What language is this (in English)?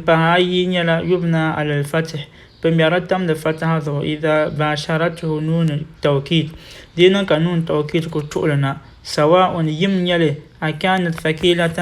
Dagbani